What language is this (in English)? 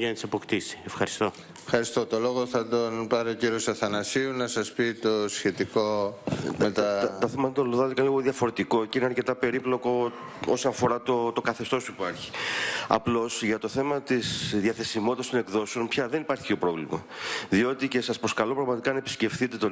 Greek